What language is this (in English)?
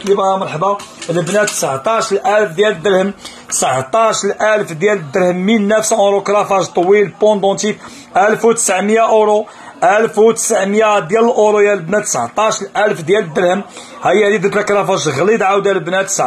Moroccan Arabic